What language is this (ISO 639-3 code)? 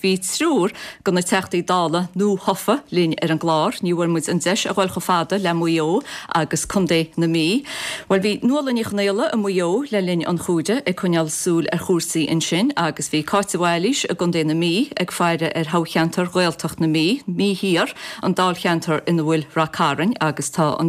gle